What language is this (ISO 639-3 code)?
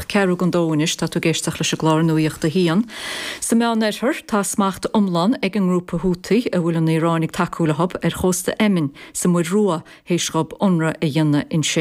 gle